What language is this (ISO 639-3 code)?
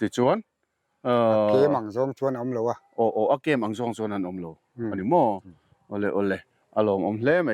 lus